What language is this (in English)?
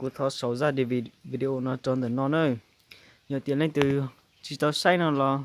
Hmong